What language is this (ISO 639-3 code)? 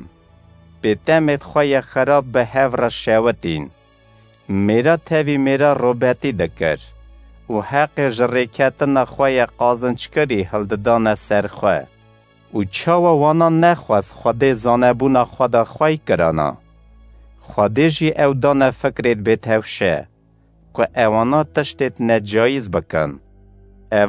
kur